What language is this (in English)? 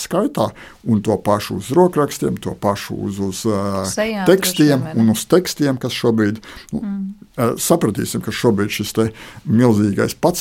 Latvian